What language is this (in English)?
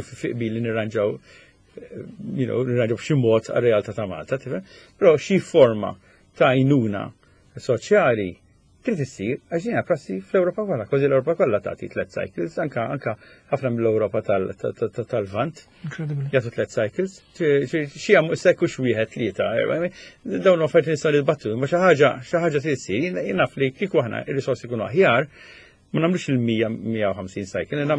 Maltese